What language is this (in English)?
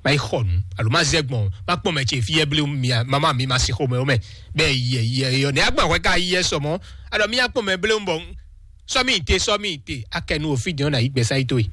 Fon